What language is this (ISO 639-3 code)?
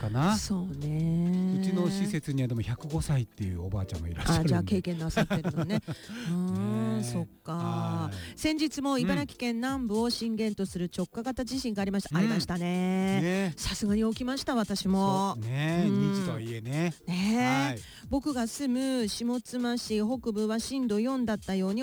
jpn